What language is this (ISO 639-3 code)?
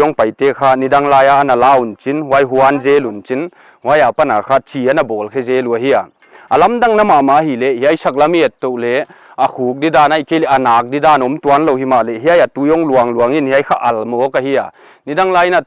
pck